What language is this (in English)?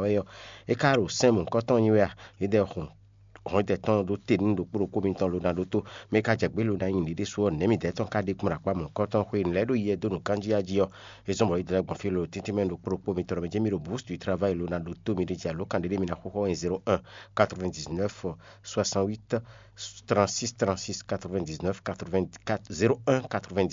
Fon